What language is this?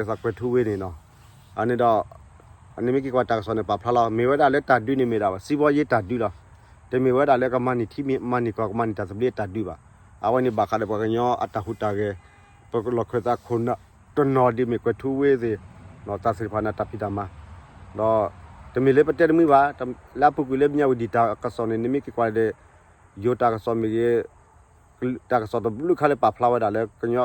S'gaw Karen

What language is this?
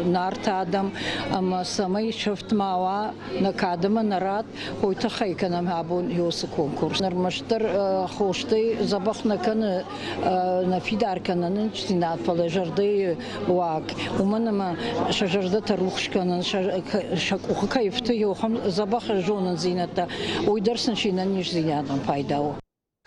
Ossetic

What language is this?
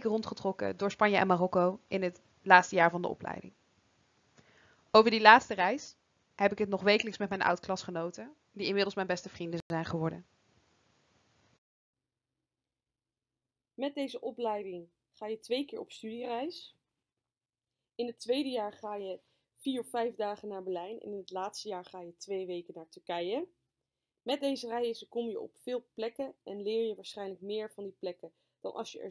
Dutch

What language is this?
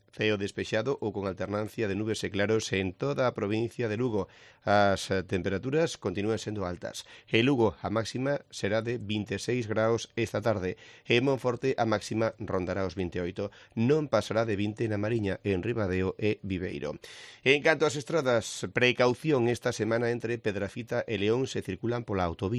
Galician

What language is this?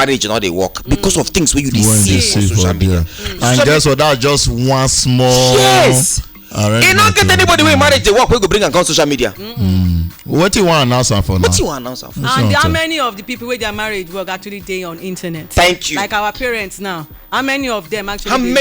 Nigerian Pidgin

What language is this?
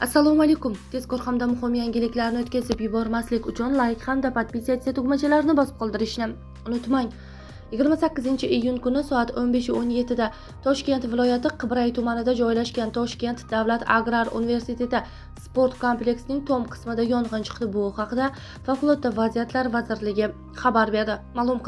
Uzbek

